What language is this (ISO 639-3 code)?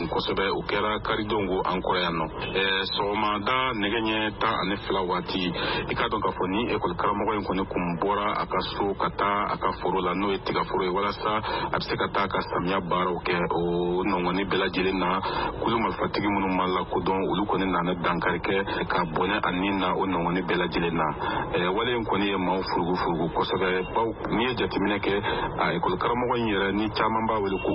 bam